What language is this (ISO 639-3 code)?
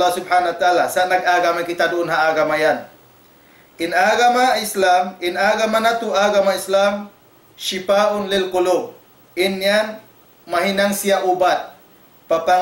tsg